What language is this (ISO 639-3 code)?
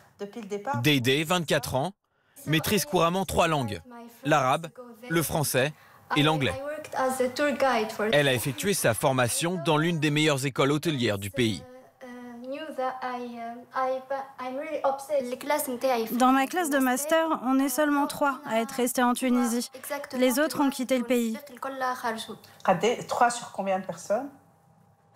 fra